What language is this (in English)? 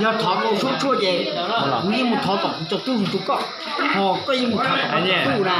Hmong